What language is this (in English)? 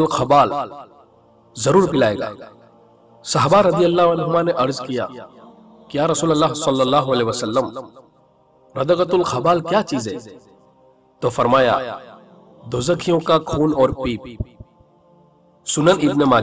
Urdu